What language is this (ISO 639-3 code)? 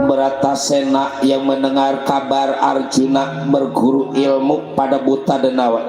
bew